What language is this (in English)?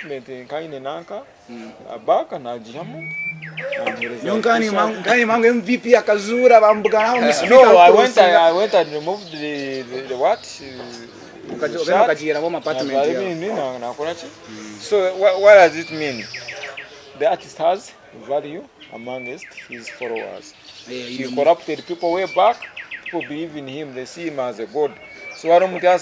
Nyankole